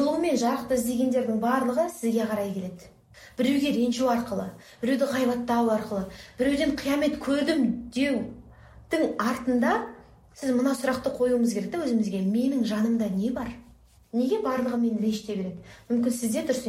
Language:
Kazakh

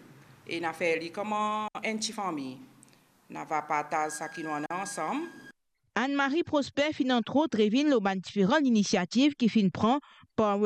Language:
Morisyen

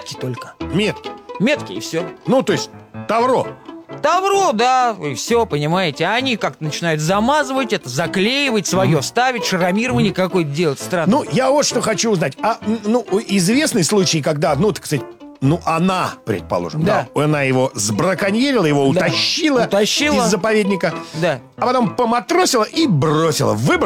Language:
Russian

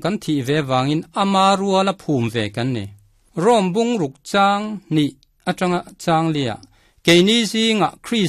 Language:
Mizo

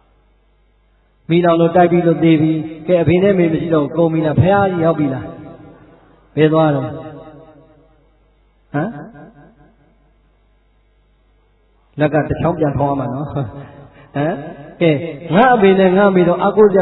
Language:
Burmese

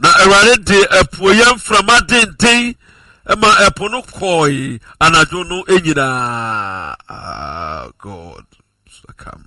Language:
Akan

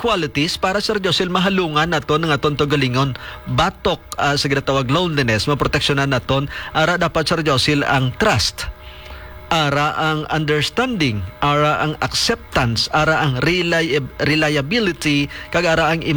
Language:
Hiligaynon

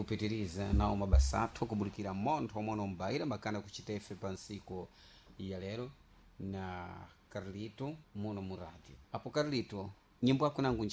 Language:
Sena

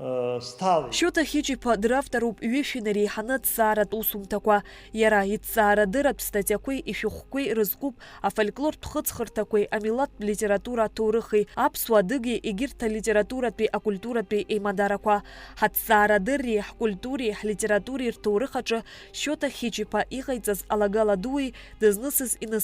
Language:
Abkhazian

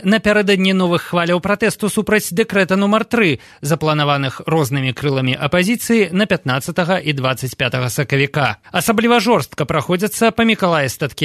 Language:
Belarusian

